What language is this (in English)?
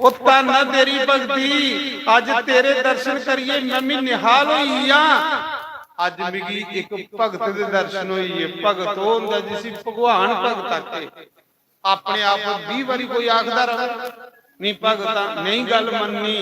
Dogri